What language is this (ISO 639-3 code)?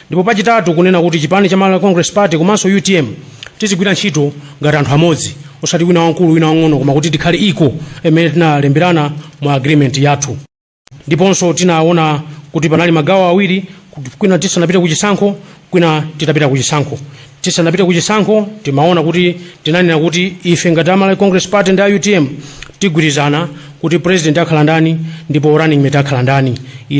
nya